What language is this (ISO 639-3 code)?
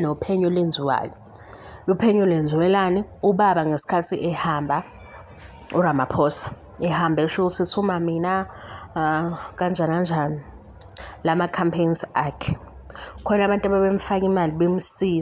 zul